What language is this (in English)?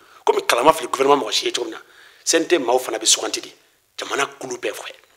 Bambara